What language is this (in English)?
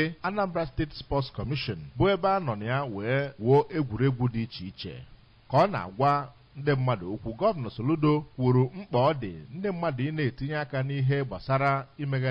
Igbo